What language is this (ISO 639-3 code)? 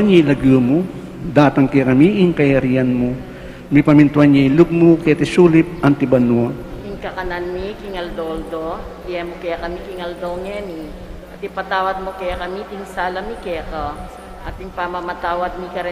pam